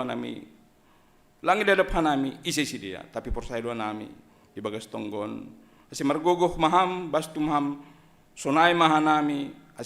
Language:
Batak Simalungun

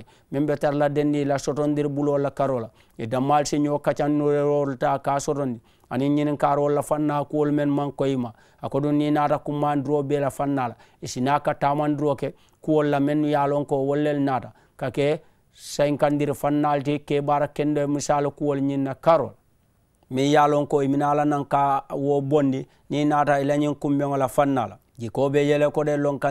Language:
Mandingo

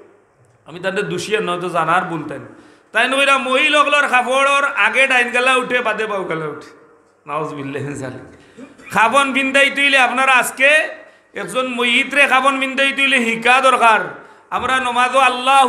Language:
Sylheti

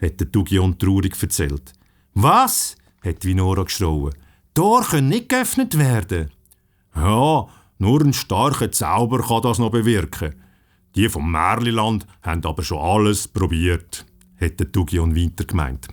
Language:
Swiss German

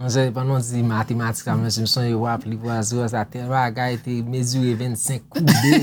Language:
Haitian Creole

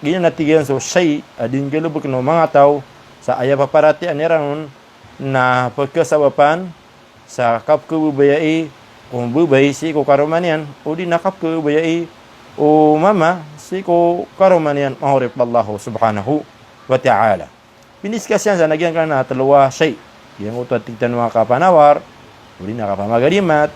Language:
Maranao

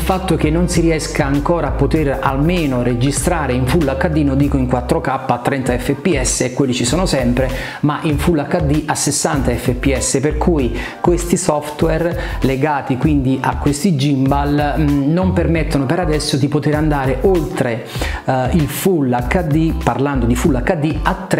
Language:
Italian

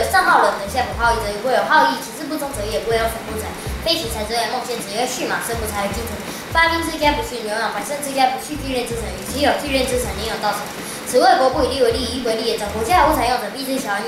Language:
Literary Chinese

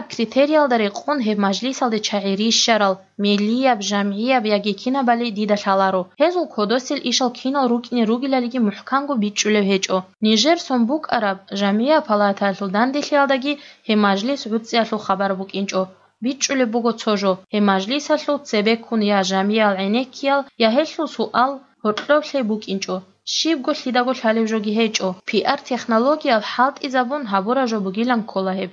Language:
Avaric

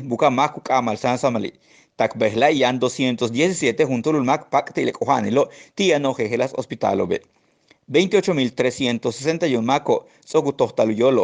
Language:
Yucateco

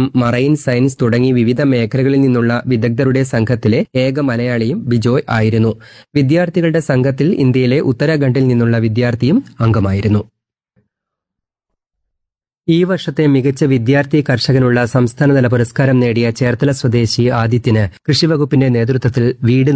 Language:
Malayalam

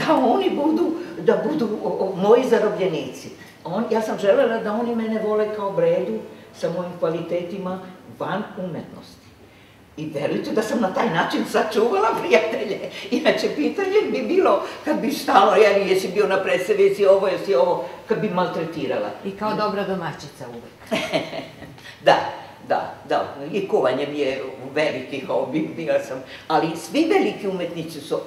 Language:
Serbian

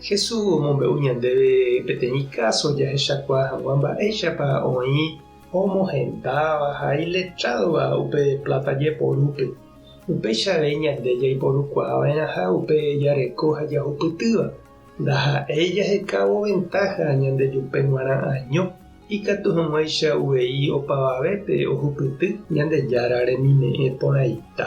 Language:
Guarani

